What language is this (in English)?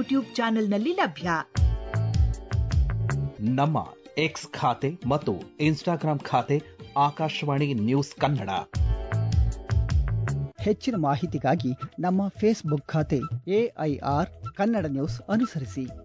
Kannada